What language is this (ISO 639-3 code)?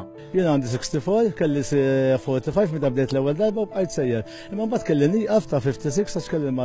mlt